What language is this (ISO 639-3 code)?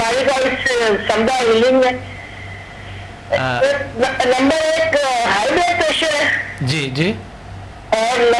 urd